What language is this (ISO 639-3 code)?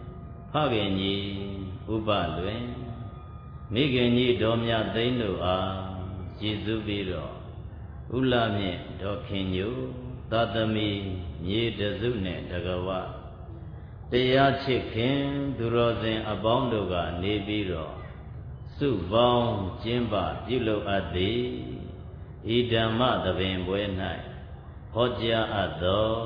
mya